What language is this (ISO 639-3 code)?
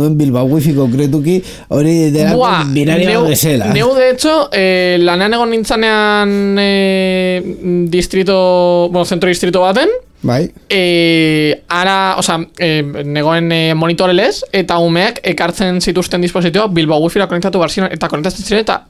eus